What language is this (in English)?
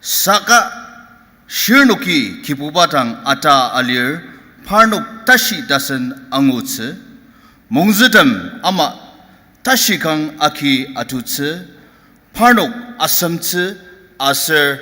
Ao Naga